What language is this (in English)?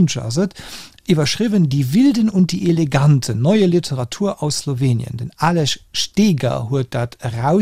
Luxembourgish